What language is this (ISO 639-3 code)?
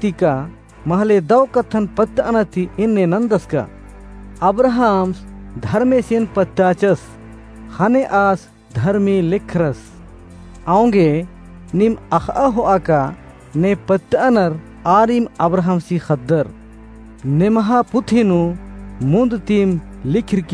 kru